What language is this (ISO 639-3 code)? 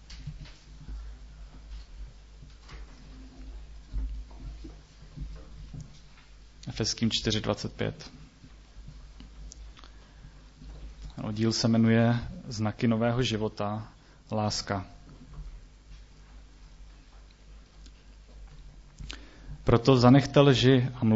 ces